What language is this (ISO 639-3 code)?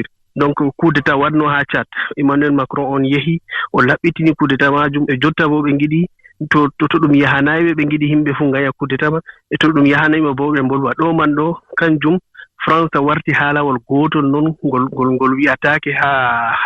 ful